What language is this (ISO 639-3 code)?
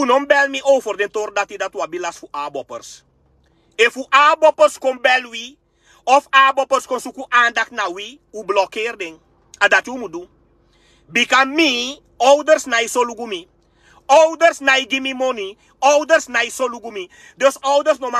srn